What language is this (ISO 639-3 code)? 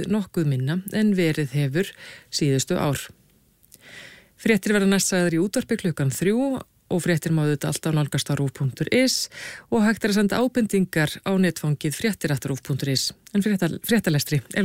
isl